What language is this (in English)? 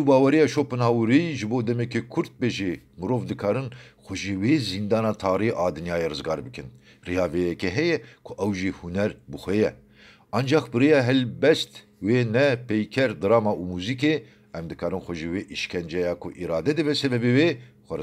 Kurdish